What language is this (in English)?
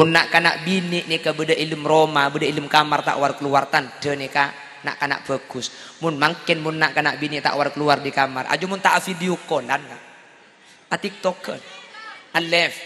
Madurese